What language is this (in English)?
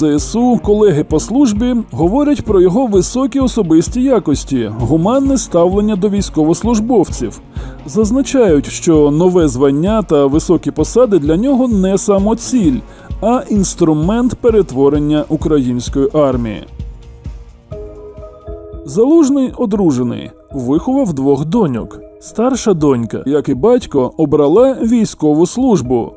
Ukrainian